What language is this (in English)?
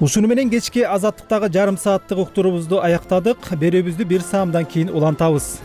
Kyrgyz